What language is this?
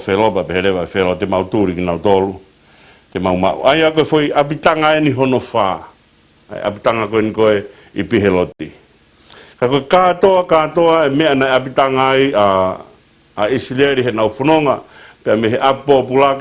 Tongan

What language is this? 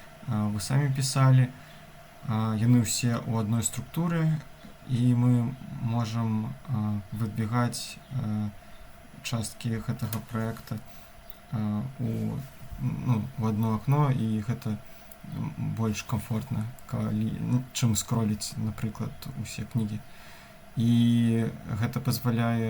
Belarusian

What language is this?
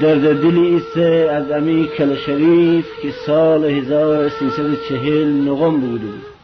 Gilaki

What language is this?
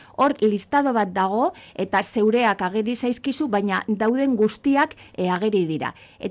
Basque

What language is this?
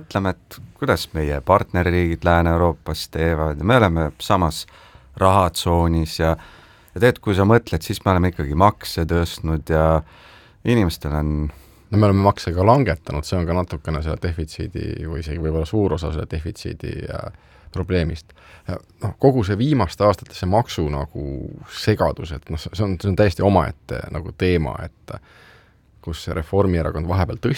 Estonian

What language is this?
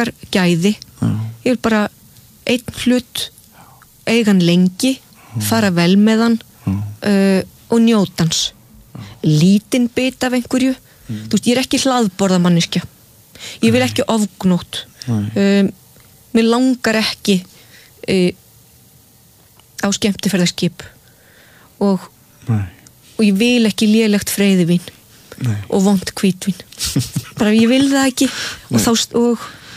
Icelandic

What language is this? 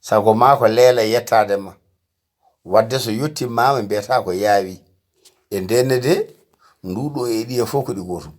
Fula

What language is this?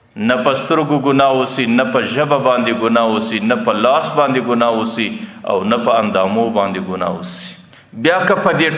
Pashto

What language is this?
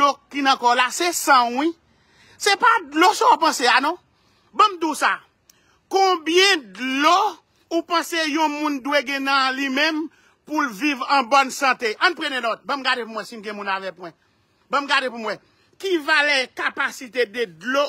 Haitian Creole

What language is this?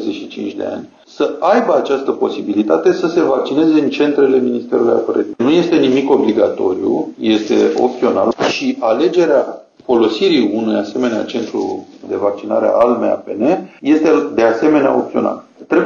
Romanian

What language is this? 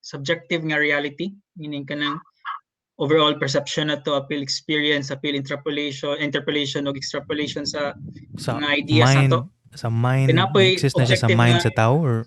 Cebuano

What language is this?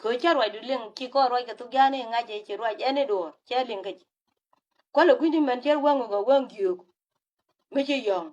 Nuer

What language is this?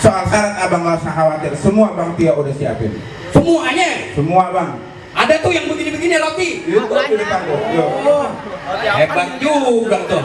Betawi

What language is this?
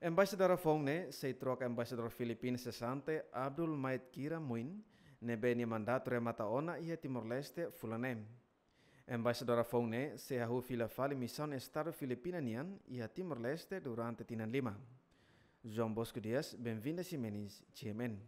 Tetum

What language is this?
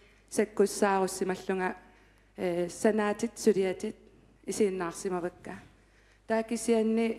Kalaallisut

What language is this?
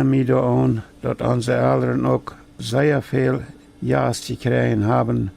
Plautdietsch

